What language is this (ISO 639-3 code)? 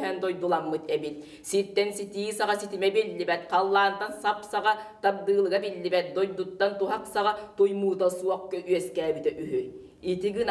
sah